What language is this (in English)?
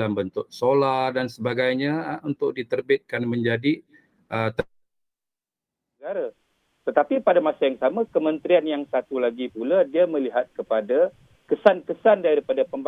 Malay